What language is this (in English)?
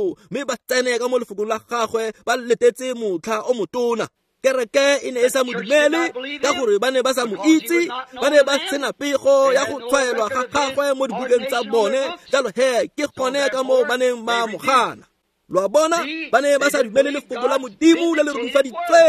Tswana